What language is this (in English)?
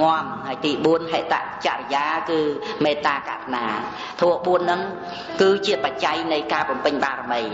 Khmer